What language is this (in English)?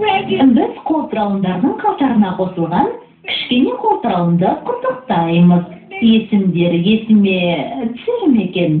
Kazakh